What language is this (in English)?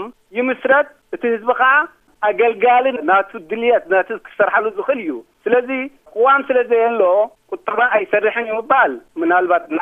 Tigrinya